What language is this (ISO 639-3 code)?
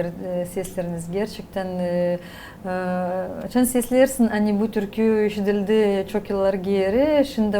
gag